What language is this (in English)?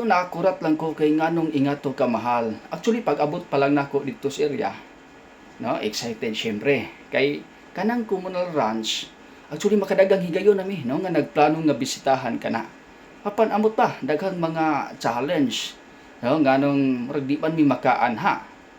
Cebuano